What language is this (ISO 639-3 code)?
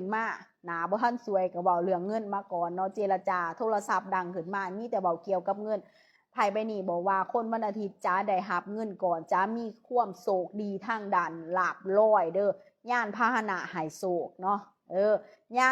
lao